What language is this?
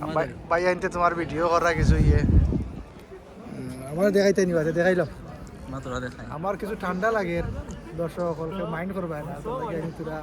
Sylheti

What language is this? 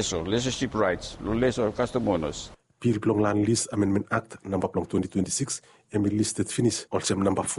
Bislama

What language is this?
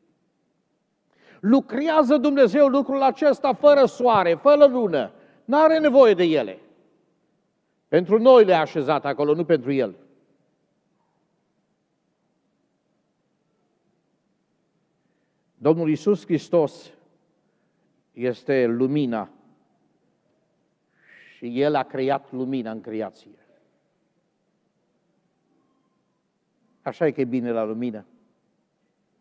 Romanian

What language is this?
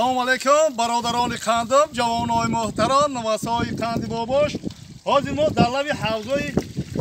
Tajik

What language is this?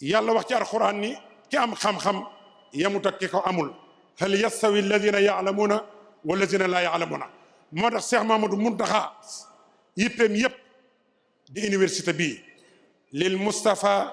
Wolof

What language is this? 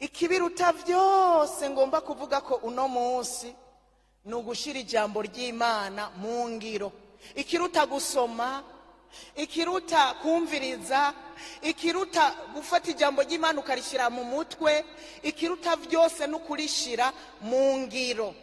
Rundi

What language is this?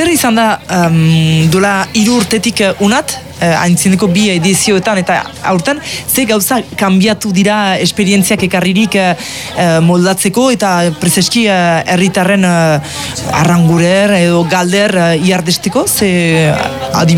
Basque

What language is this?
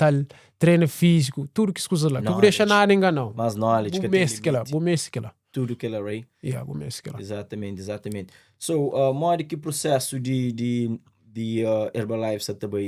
Kabuverdianu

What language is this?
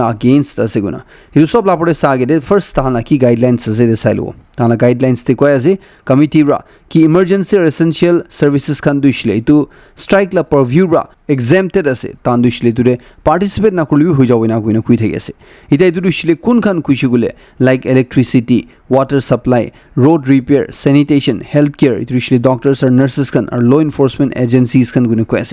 Naga Pidgin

